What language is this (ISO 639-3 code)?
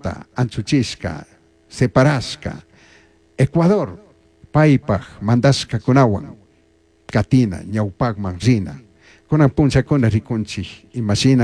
qug